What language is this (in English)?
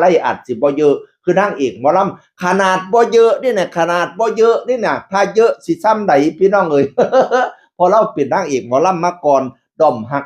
Northeastern Thai